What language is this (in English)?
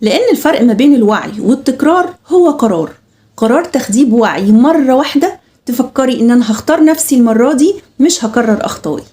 Egyptian Arabic